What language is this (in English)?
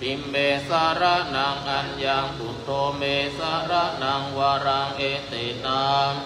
Pali